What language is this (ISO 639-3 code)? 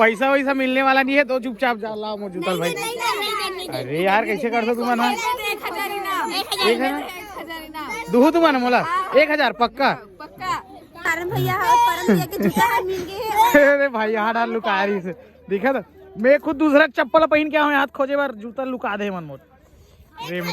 hne